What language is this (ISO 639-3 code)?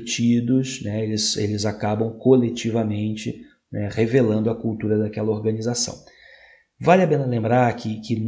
por